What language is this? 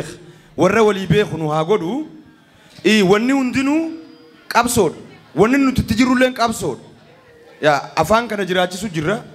Oromo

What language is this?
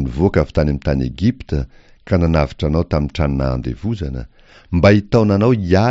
Malagasy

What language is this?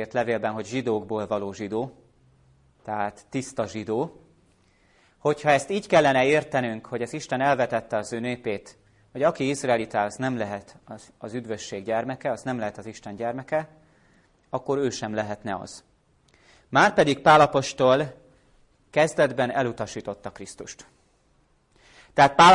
Hungarian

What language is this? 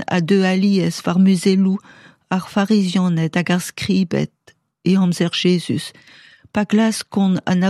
Breton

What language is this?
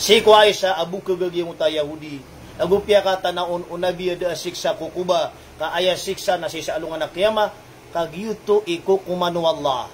Maranao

